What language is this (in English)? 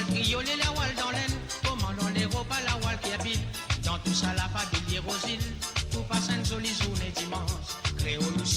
Morisyen